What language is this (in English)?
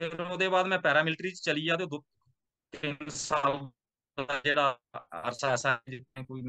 Dogri